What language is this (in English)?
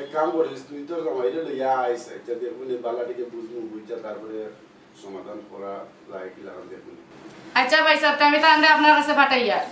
Sylheti